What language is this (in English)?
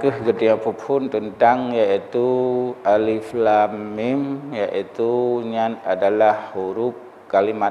Achinese